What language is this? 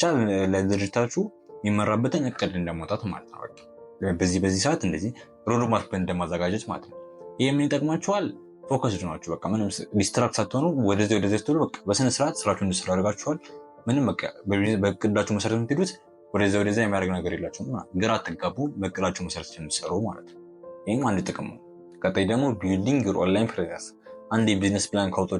Amharic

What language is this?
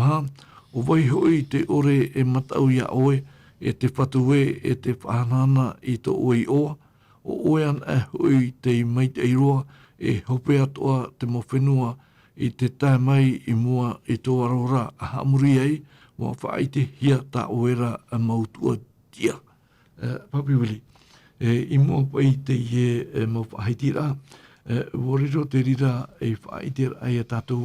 Tahitian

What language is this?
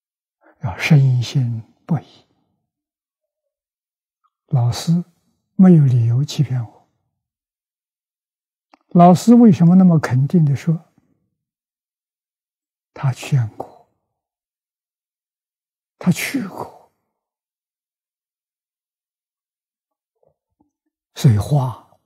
Chinese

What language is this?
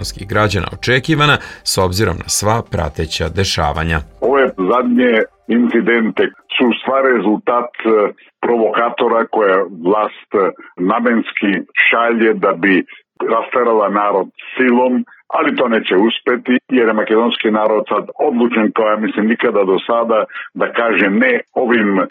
Serbian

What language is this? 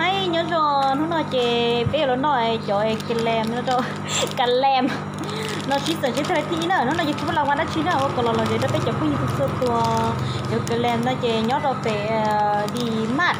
Hmong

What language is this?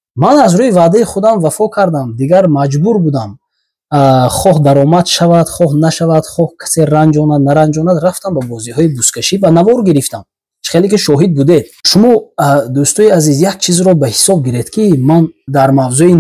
Tajik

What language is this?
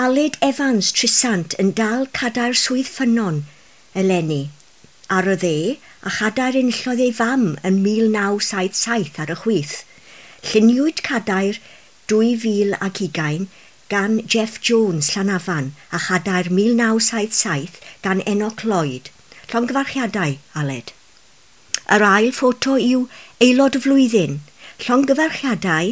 Welsh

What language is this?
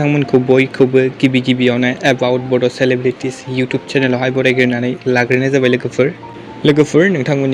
Bodo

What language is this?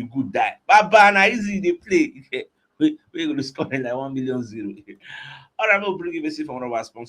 Nigerian Pidgin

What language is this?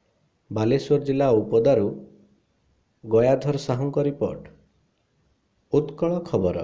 Odia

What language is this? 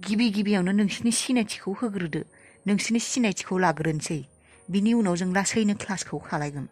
Bodo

